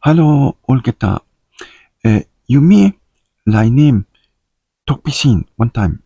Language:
Tok Pisin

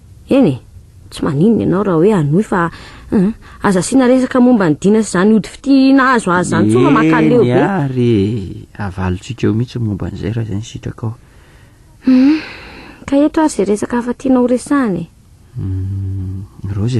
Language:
Malagasy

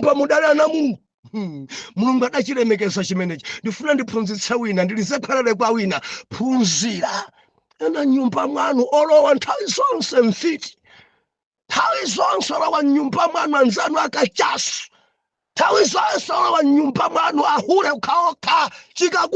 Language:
Nyanja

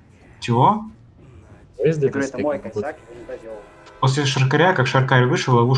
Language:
Russian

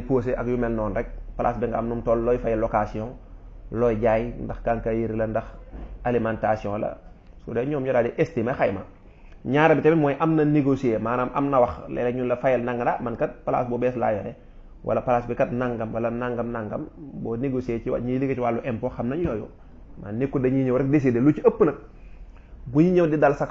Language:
Wolof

